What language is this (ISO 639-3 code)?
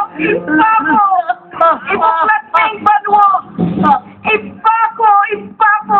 pam